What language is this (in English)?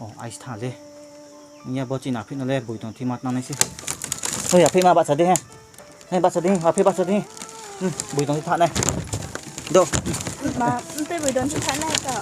Riang (India)